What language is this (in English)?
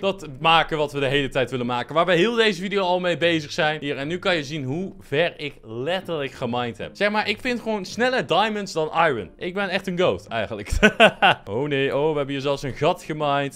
Dutch